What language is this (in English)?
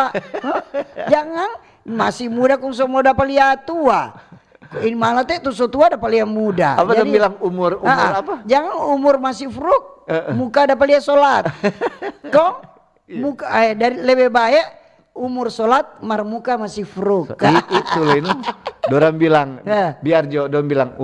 Manado Malay